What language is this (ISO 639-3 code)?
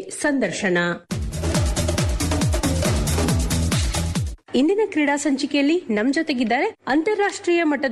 kan